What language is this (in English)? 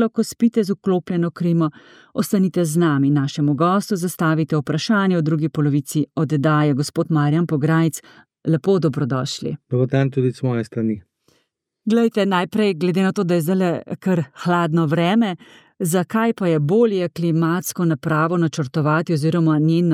Slovenian